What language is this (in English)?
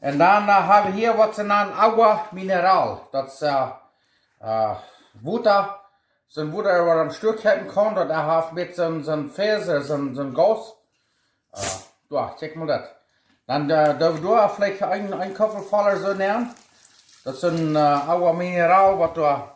Plautdietsch